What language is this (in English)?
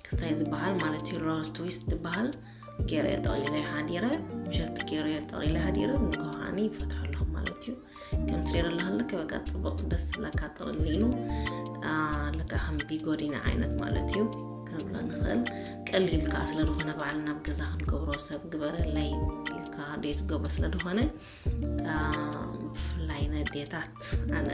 Tigrinya